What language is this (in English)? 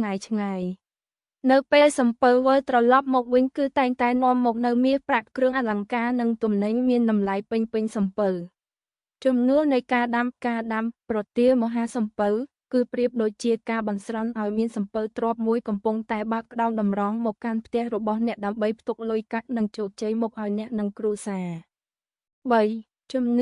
Khmer